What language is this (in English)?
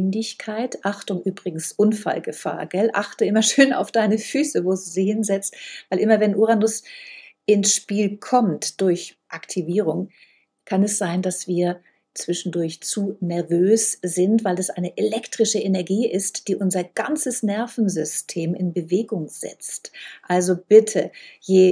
German